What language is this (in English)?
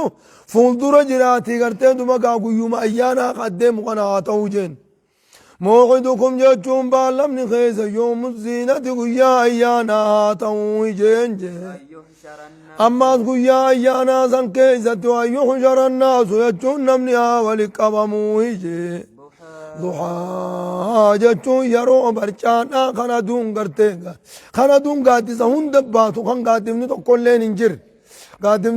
Oromo